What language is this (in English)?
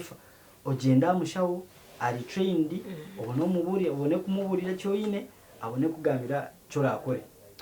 Nyankole